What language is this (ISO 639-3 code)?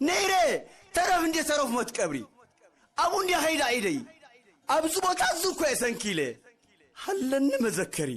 tir